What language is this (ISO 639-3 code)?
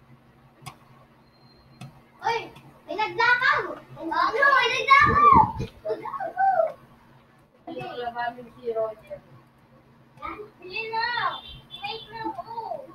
fil